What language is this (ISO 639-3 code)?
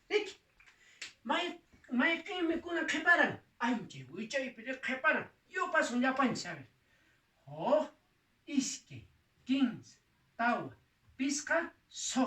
que